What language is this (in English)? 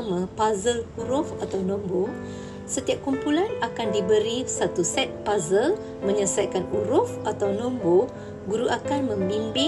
Malay